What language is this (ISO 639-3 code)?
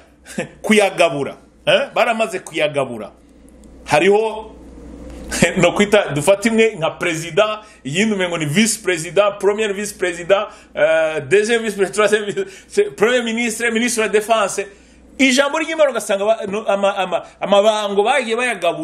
run